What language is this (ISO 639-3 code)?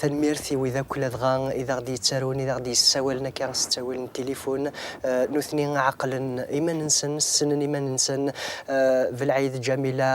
kab